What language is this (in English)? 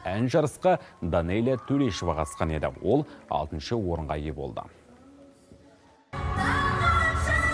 Kazakh